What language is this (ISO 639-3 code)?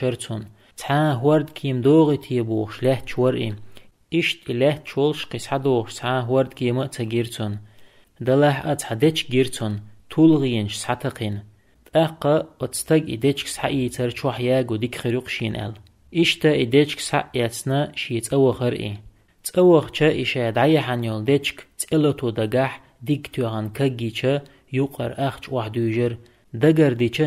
che